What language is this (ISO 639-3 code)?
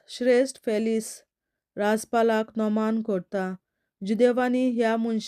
kok